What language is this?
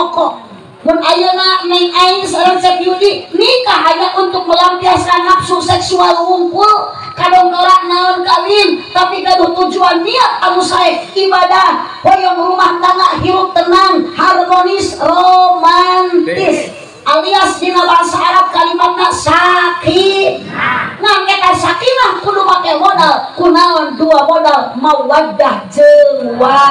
Sundanese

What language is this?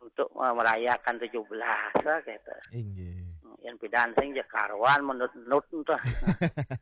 Balinese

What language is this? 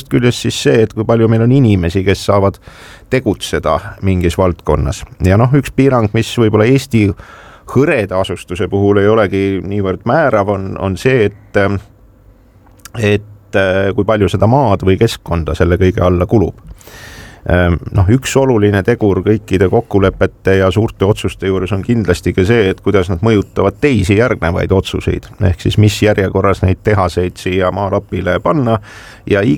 Estonian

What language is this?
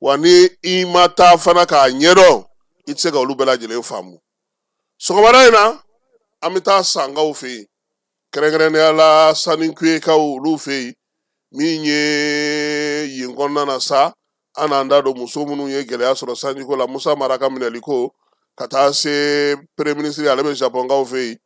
Bambara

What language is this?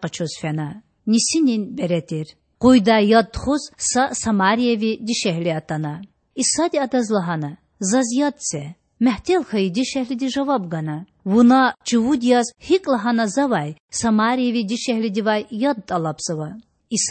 Lezghian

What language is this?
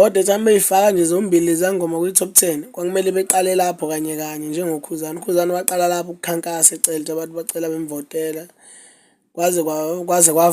Zulu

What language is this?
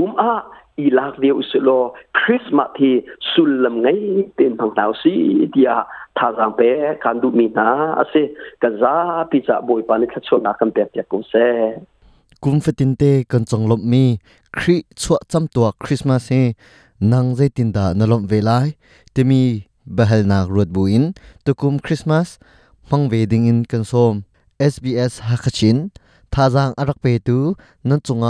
Hakha Chin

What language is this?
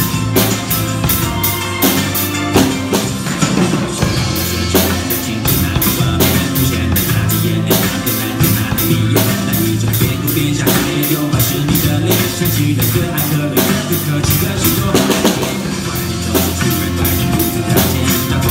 Chinese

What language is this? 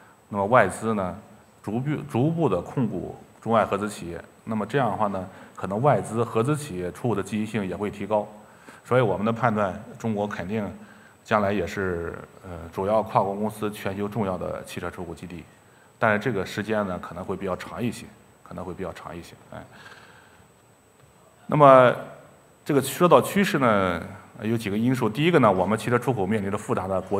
Chinese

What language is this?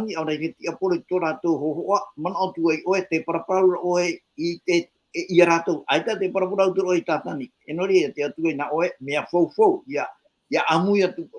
Tahitian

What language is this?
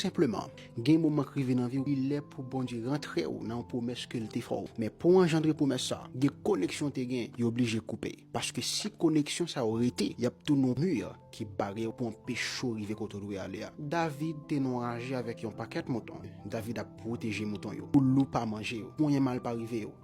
Haitian Creole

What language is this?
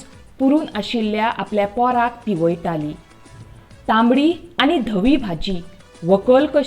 Konkani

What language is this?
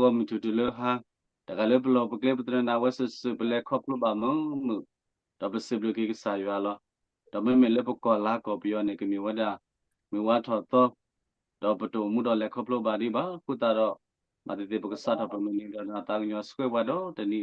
S'gaw Karen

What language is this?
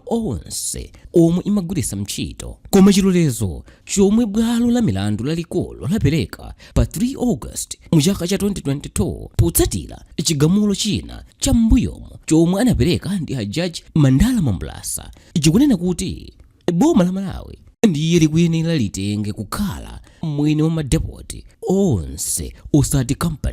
Nyanja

